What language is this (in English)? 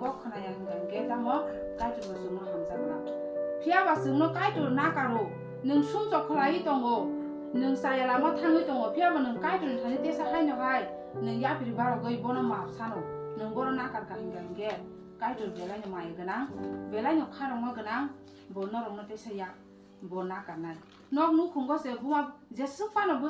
Kok Borok